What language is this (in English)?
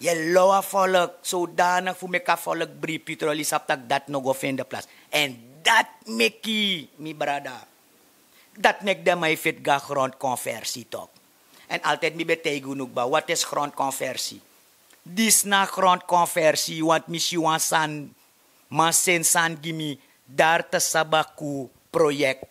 Sranan Tongo